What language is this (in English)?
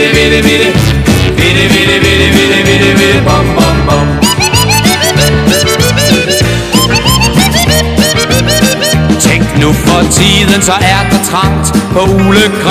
Danish